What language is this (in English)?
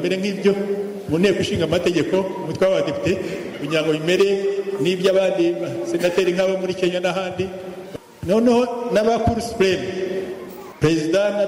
Kinyarwanda